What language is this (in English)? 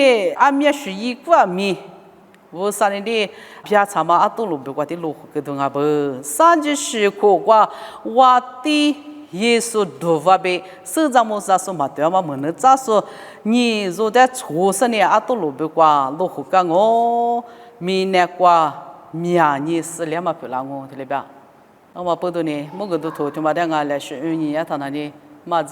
Lisu